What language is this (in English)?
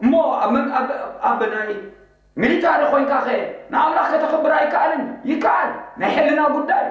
Tigrinya